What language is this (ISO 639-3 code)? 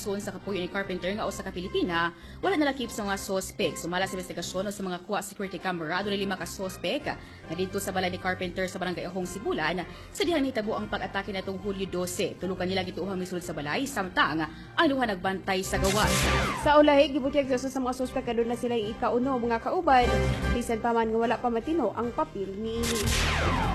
ceb